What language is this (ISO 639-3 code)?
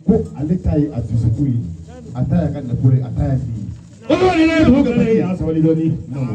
bam